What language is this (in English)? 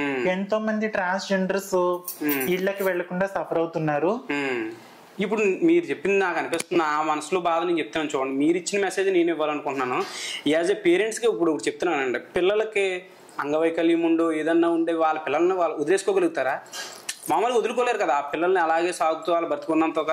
Telugu